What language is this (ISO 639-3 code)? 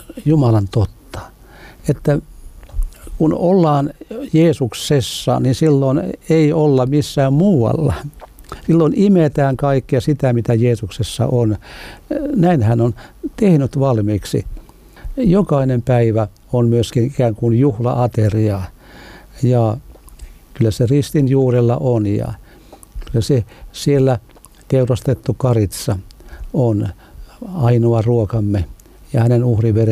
fin